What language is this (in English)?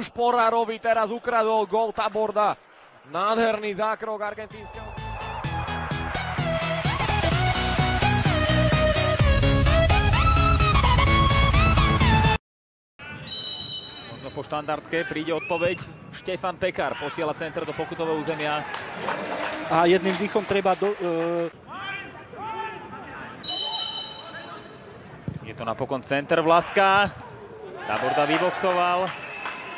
Slovak